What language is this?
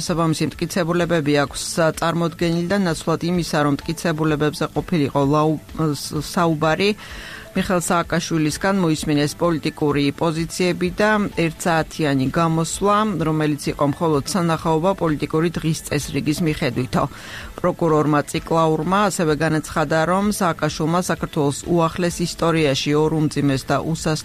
Georgian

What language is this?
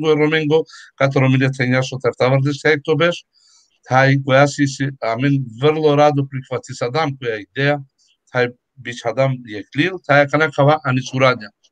Balkan Romani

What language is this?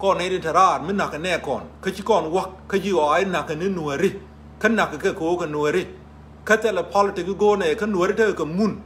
Nuer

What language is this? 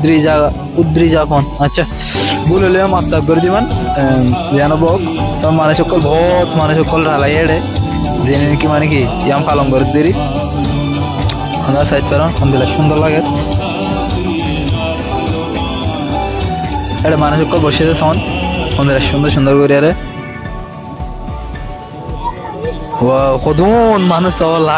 Bangla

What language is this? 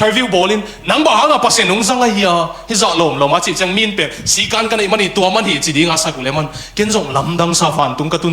Tedim Chin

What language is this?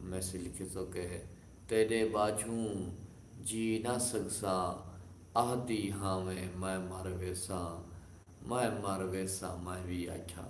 Saraiki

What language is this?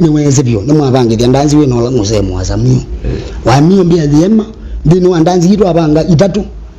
Kamba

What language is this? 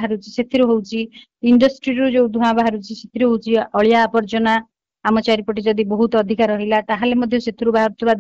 Odia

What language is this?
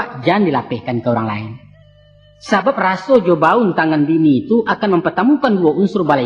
Minangkabau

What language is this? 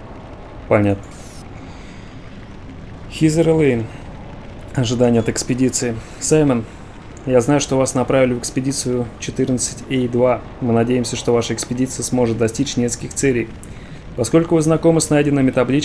Russian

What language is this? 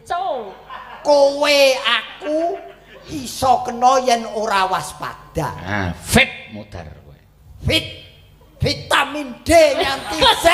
Javanese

